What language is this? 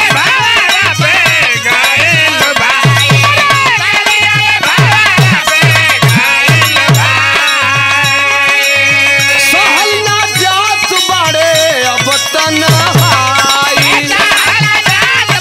Bhojpuri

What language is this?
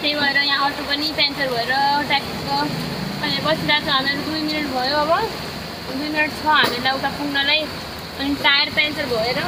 Nepali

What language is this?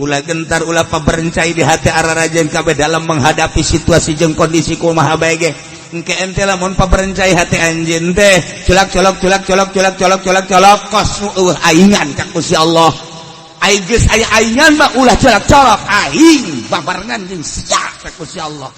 Sundanese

